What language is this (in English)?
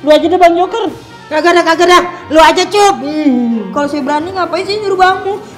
Betawi